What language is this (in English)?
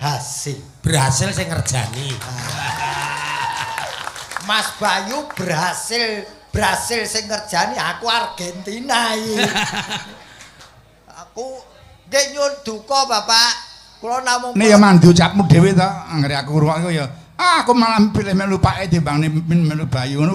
Javanese